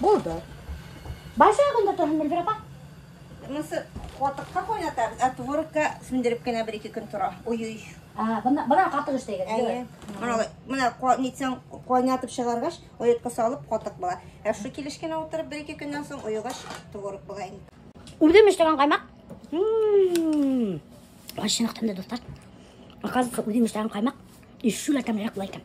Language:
Bashkir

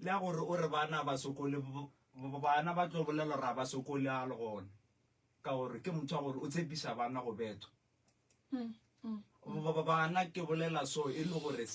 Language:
Northern Sotho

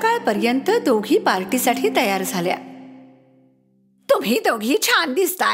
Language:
Marathi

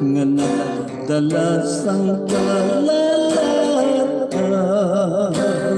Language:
Hiligaynon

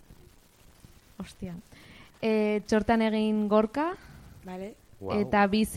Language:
Basque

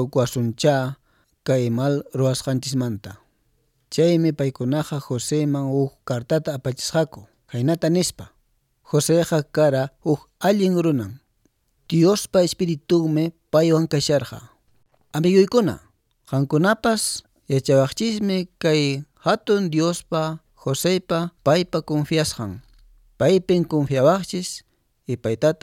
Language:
Quechua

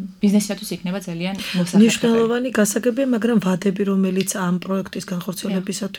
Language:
Georgian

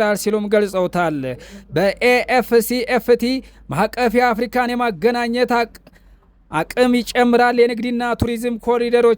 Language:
Amharic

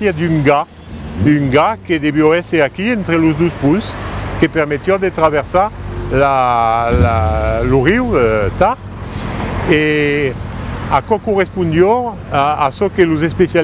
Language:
Occitan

